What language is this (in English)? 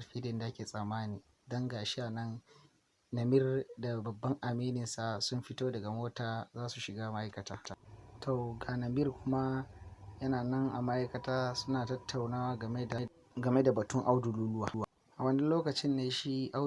Hausa